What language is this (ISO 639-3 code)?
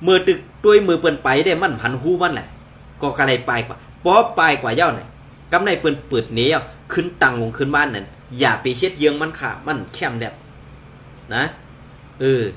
shn